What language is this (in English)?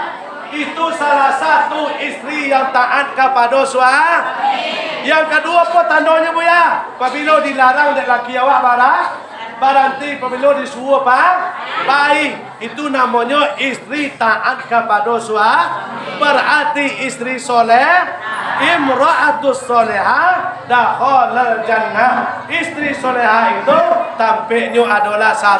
Minangkabau